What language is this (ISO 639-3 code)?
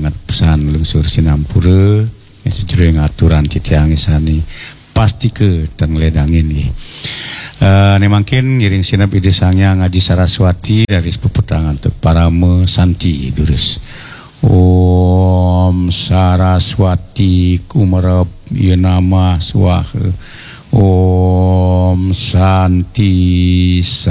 ban